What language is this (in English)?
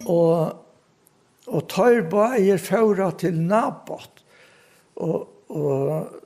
Faroese